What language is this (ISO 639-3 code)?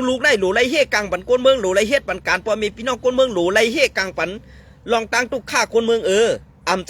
shn